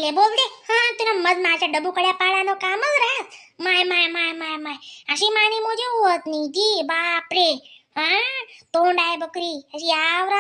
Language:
Khandesi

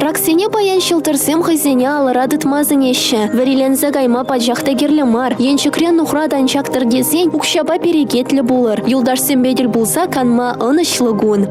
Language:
Chuvash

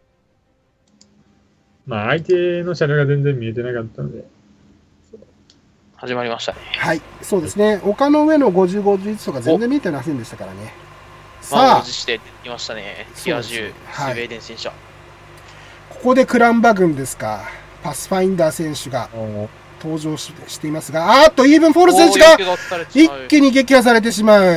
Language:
Japanese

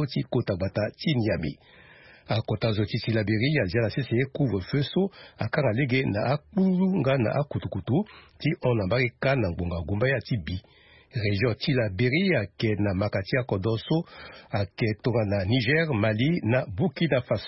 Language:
Sango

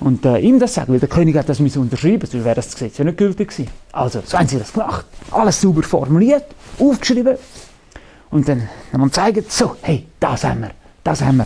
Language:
Swiss German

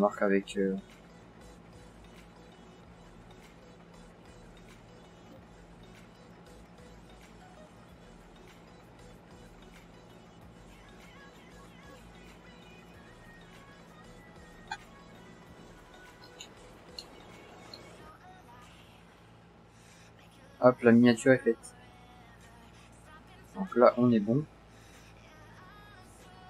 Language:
French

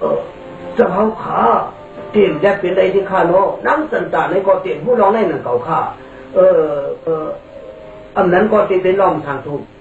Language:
Shan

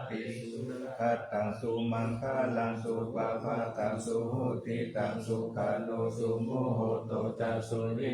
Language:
Pali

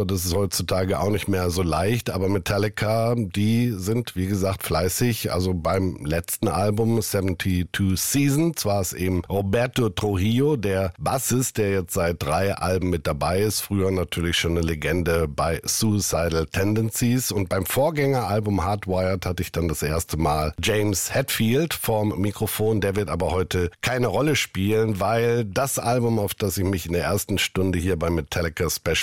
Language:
German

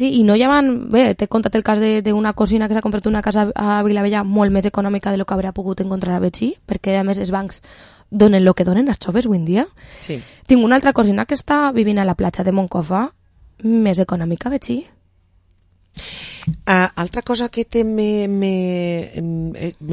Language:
Catalan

